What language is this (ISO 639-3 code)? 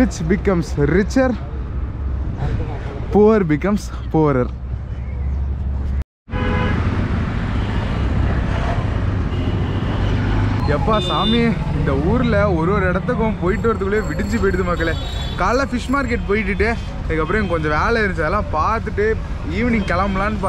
tam